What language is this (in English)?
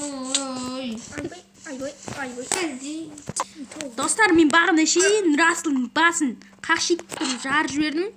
Kazakh